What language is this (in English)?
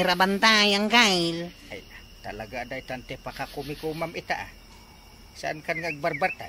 Iloko